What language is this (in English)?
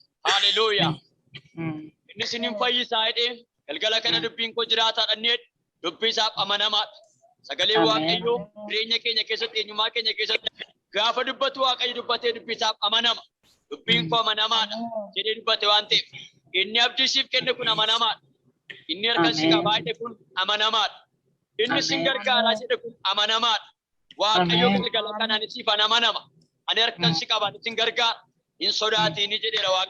Oromo